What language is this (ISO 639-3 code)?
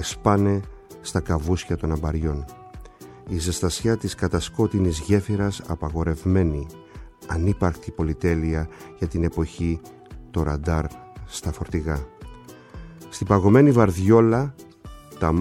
ell